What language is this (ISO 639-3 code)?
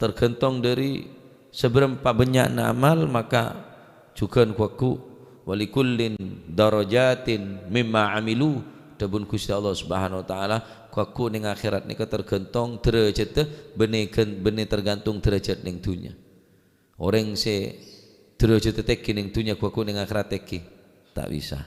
mad